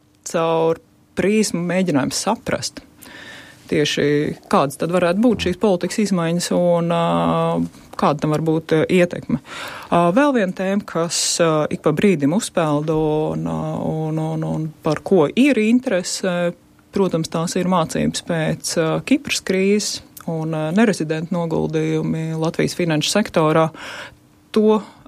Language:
Latvian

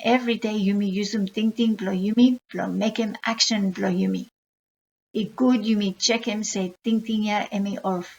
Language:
Bislama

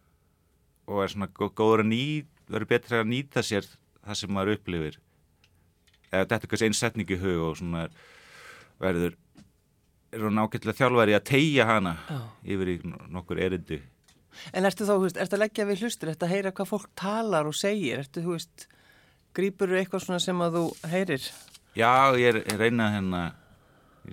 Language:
Icelandic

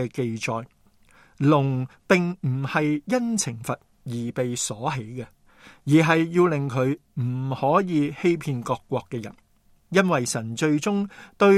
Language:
Cantonese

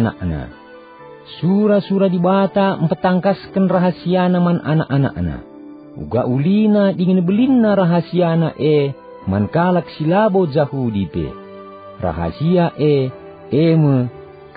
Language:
Batak Karo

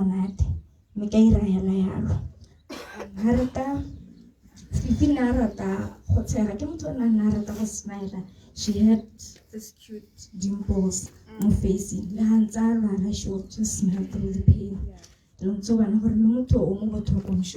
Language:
Tswana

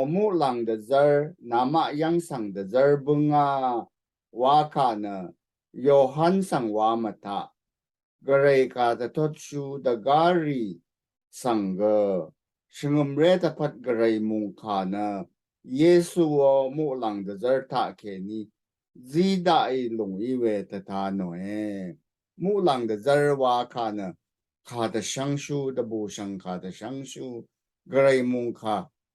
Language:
Rawang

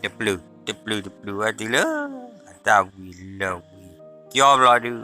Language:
S'gaw Karen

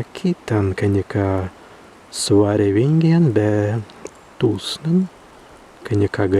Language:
Prussian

